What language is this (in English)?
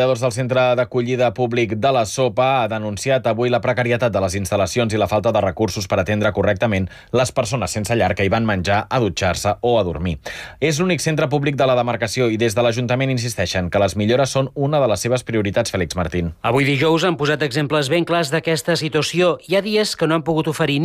Catalan